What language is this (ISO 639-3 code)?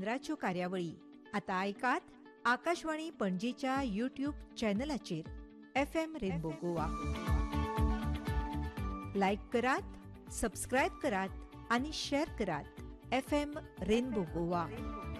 kok